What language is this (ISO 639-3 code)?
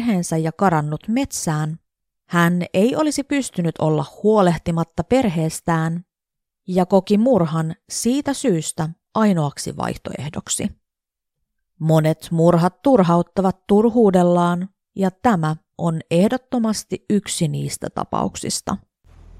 fin